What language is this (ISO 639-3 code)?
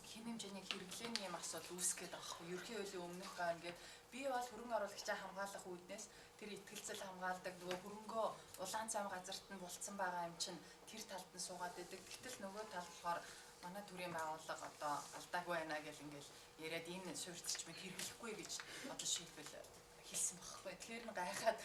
mon